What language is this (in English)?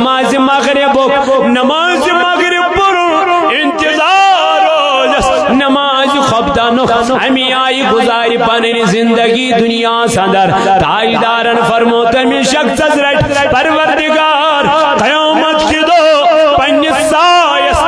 Kashmiri